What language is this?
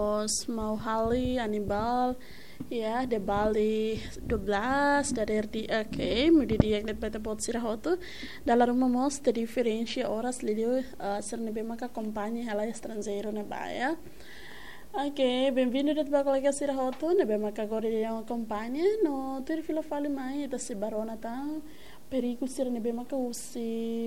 Tetum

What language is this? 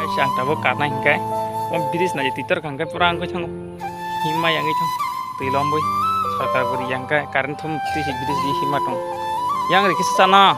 Kok Borok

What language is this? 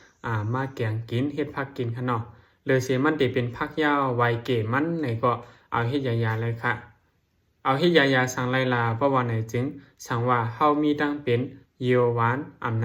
Shan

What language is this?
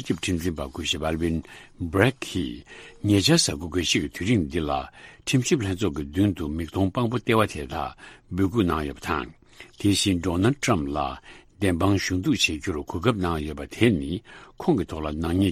Tibetan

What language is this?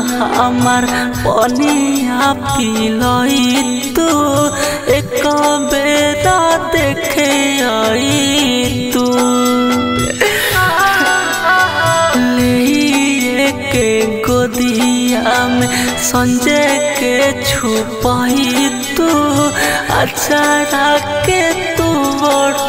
Bhojpuri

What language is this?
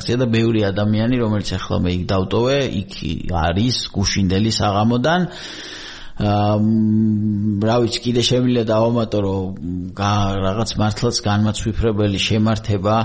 Georgian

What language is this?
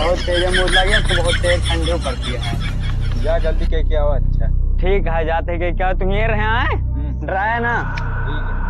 Awadhi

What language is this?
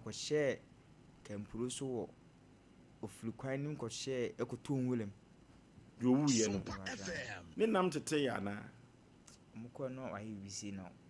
Akan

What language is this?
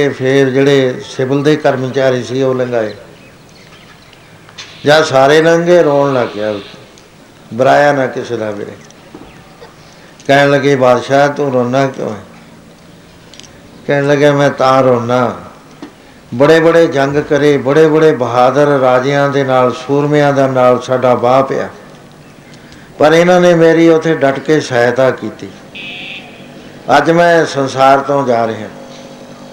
Punjabi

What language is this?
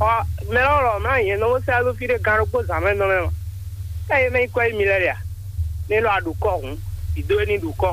Fon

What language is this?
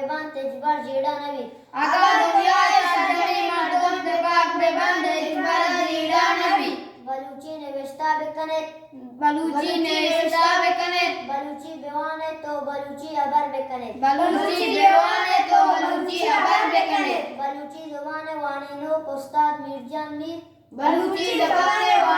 Eastern Balochi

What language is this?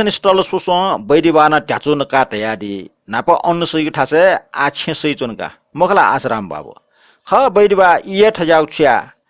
Newari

